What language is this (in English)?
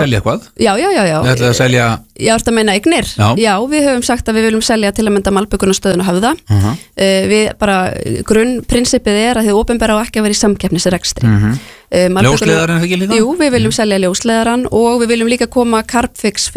Icelandic